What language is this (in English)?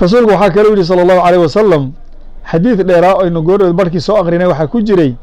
Somali